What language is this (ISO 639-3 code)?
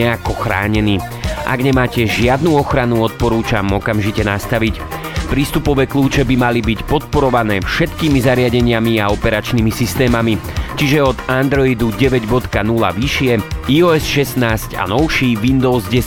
slk